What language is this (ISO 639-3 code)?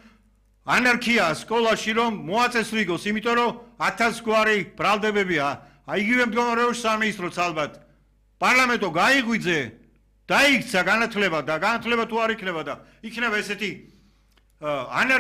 kat